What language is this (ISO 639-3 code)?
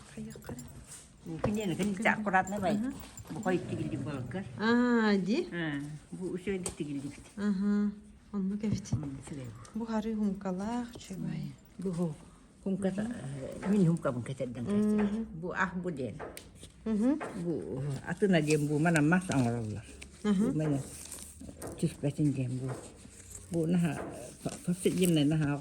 sah